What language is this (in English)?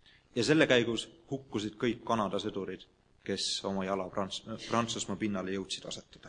Estonian